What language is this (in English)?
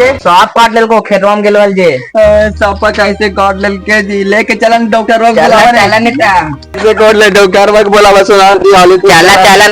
Magahi